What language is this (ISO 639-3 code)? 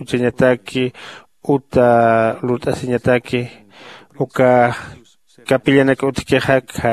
aym